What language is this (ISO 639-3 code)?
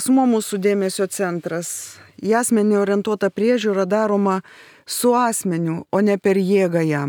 lit